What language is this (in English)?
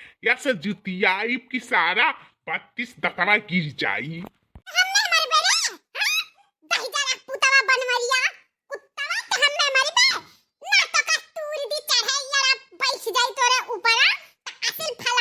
Awadhi